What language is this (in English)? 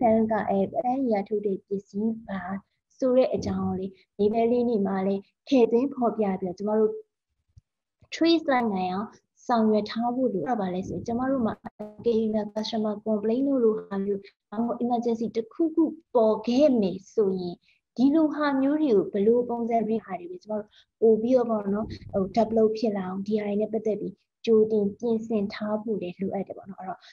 Burmese